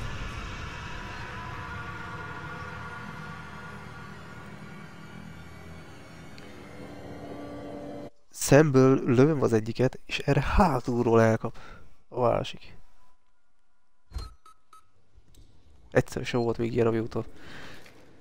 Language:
Hungarian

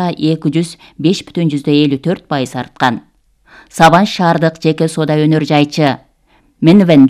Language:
Kyrgyz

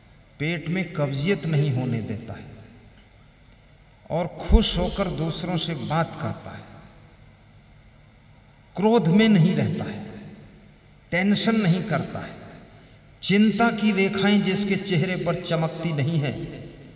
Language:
Hindi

